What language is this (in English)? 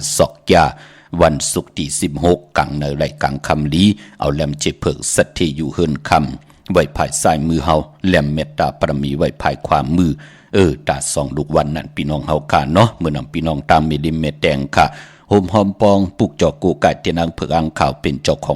Shan